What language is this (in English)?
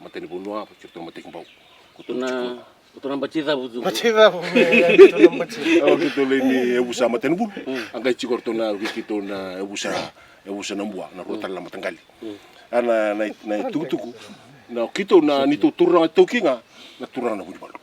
Fijian